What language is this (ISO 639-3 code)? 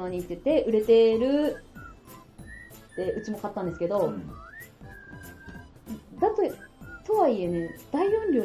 jpn